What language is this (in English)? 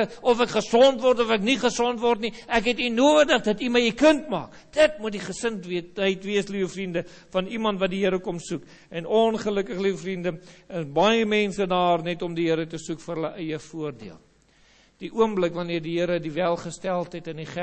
Afrikaans